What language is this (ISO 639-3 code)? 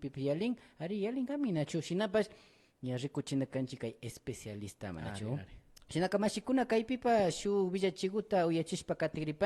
qvi